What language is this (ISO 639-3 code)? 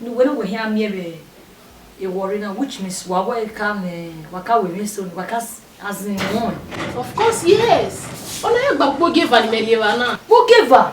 bin